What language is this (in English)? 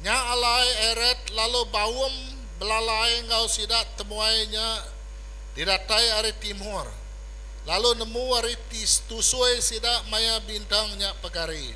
Iban